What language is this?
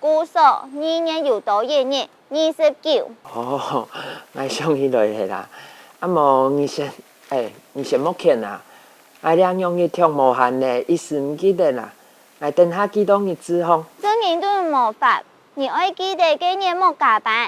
Hakka Chinese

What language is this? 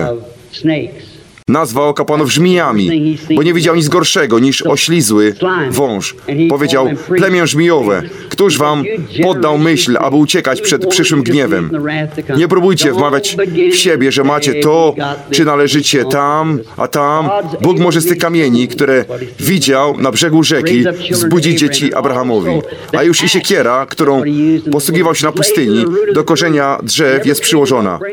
Polish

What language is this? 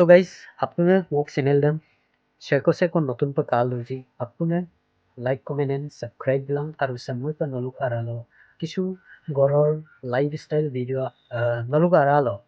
Assamese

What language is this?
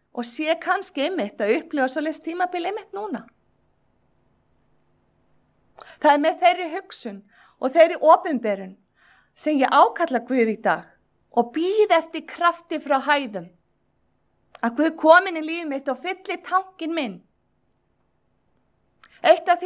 Icelandic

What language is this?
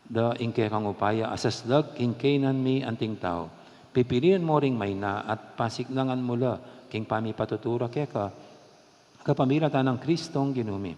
Pampanga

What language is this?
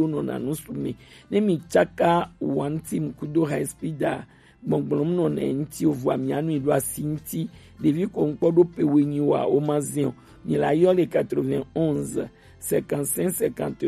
Gen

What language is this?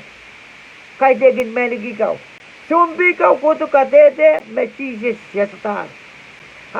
Pohnpeian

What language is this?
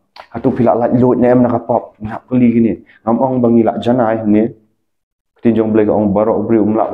Khasi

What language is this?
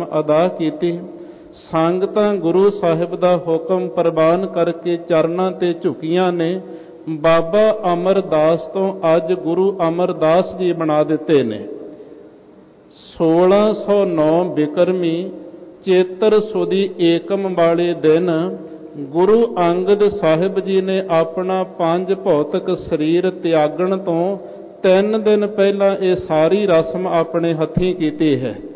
Punjabi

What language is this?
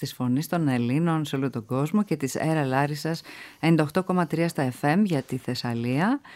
Greek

